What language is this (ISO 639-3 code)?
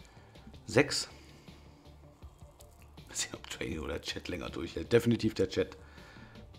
deu